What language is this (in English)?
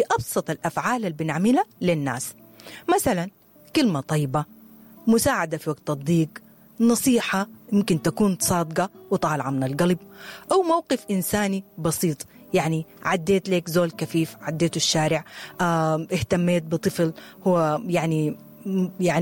Sudanese Arabic